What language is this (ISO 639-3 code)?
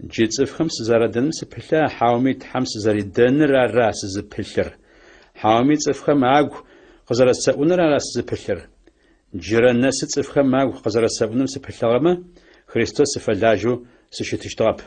ady